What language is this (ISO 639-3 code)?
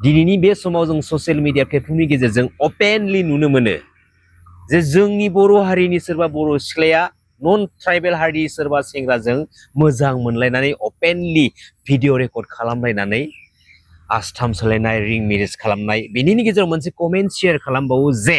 brx